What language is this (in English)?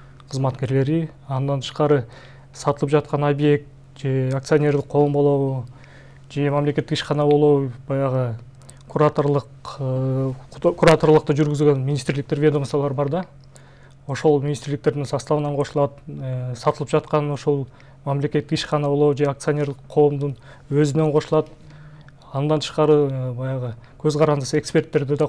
Kyrgyz